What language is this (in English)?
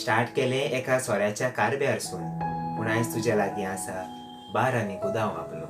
Konkani